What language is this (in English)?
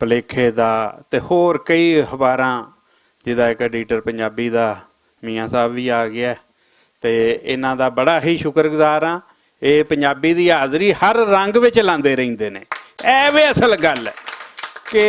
Western Panjabi